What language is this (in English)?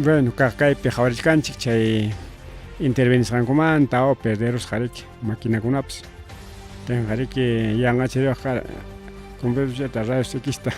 Ayacucho Quechua